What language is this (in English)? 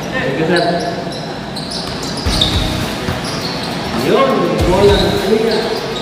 Filipino